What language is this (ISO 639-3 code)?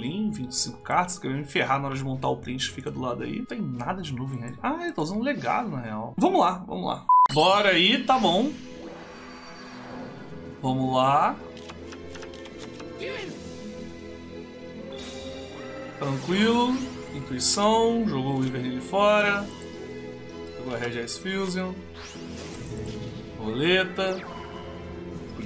por